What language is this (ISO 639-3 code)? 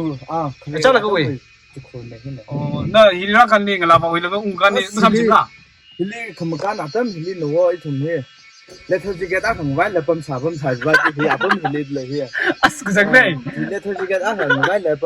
nmf